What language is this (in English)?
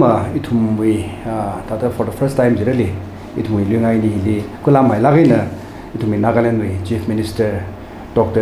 Tangkhul Naga (India)